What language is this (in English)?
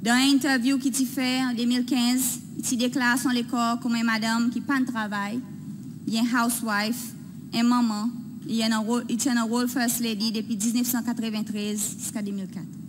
Seselwa Creole French